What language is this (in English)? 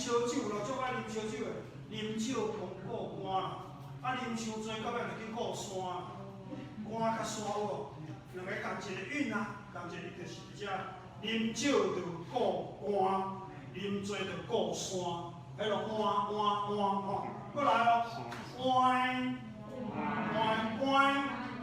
Min Nan Chinese